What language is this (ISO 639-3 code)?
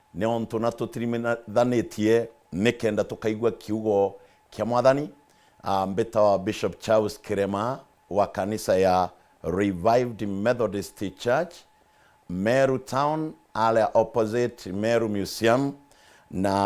mer